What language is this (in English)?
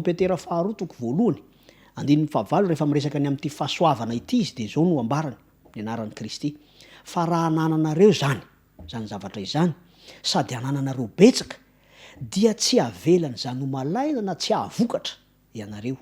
Malagasy